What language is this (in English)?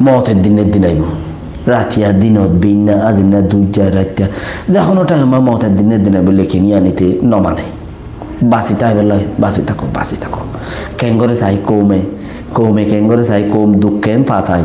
Rohingya